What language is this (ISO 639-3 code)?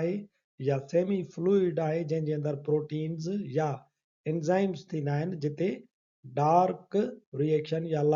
snd